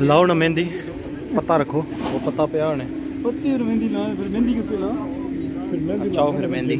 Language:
Pahari-Potwari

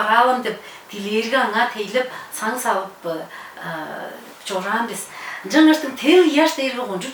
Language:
Tuvinian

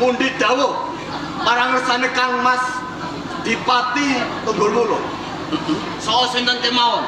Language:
Javanese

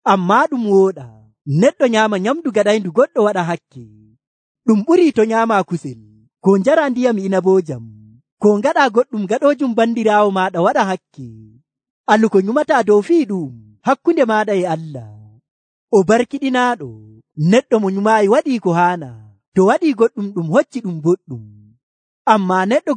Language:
Nigerian Fulfulde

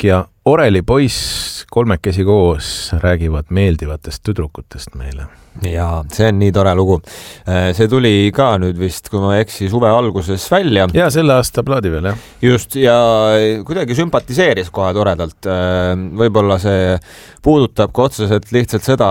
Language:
Estonian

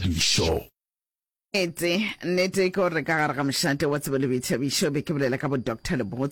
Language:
Northern Sotho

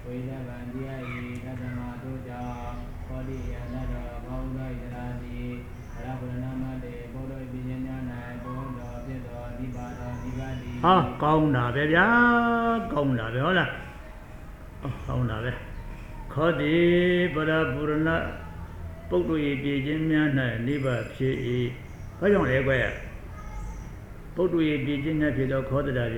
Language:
Burmese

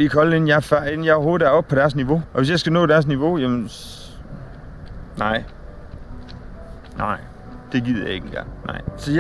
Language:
Danish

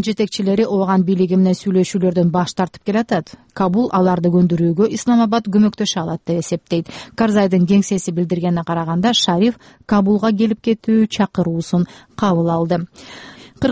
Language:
Kyrgyz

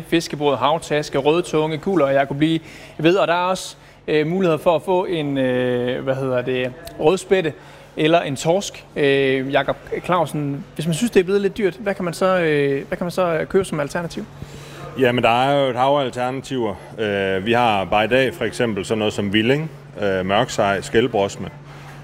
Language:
Danish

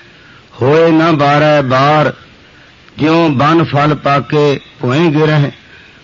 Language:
Punjabi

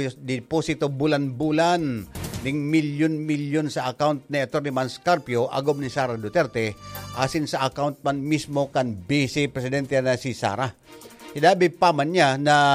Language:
Bikol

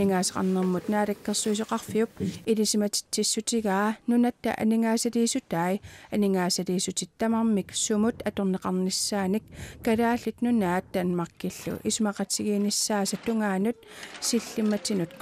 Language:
Kalaallisut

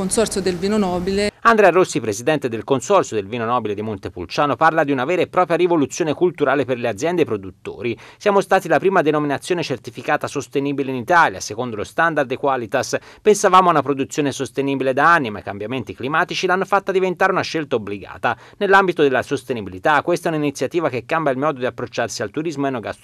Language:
Italian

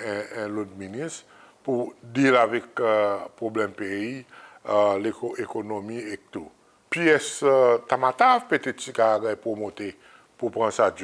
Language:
Seselwa Creole French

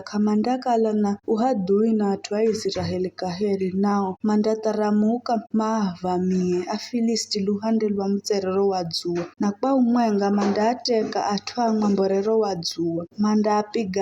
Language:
Giryama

